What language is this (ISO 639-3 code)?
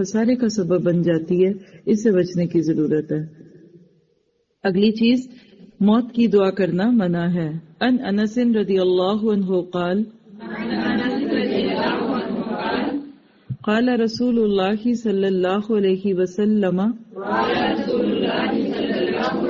urd